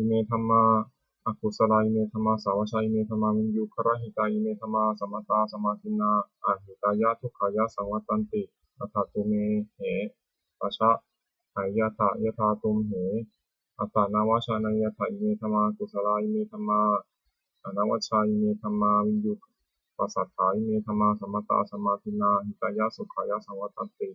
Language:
Pali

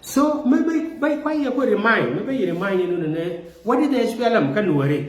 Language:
Nuer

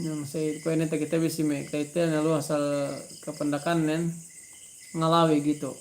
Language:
Yakan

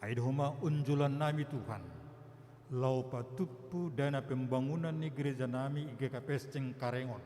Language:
Batak Simalungun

